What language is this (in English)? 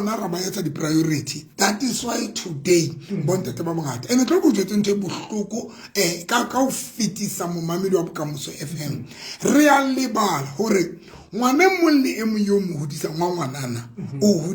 Southern Sotho